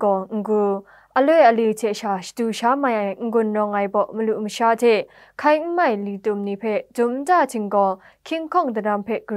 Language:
Kachin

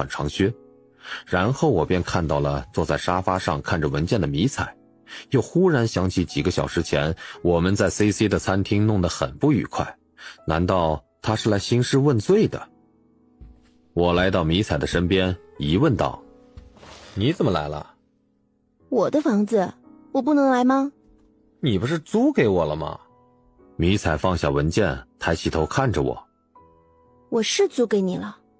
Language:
Chinese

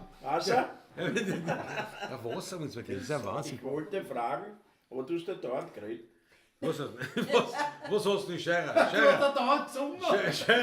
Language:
Bavarian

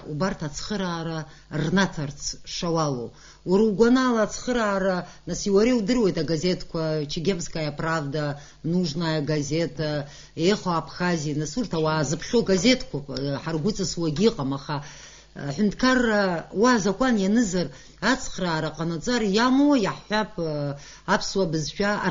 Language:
Abkhazian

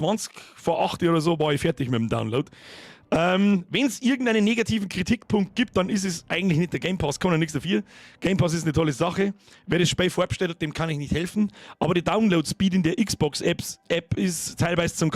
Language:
Bavarian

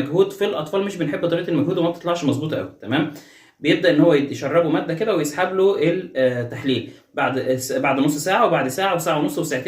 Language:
Egyptian Arabic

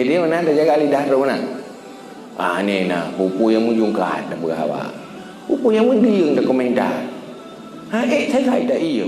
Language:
Achinese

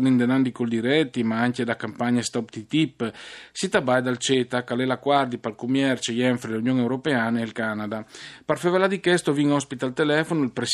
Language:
Friulian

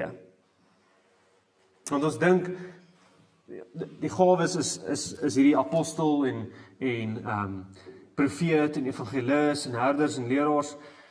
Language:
Afrikaans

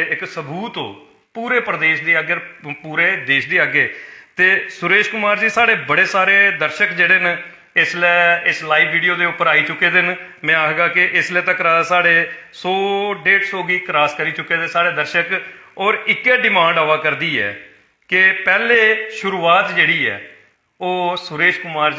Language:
Dogri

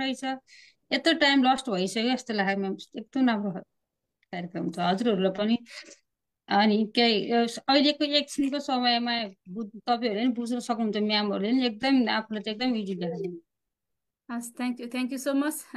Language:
Nepali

